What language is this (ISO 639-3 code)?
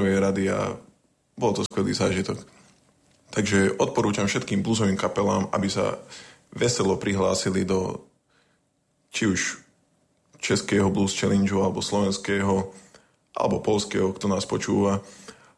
slk